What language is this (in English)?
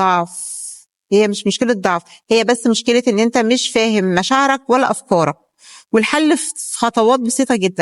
Egyptian Arabic